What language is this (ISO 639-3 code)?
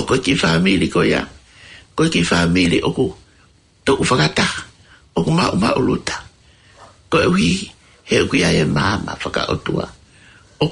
ton